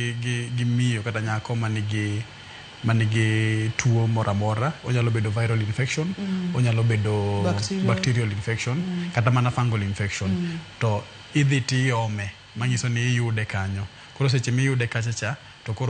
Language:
Luo (Kenya and Tanzania)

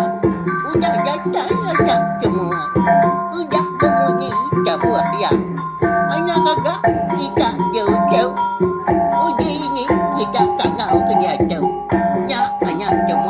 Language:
Iban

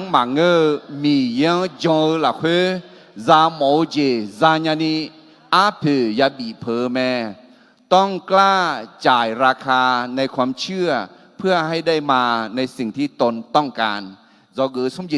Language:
Akha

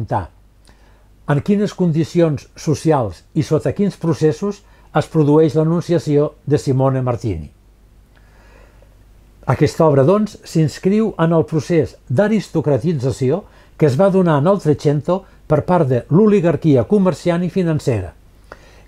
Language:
Catalan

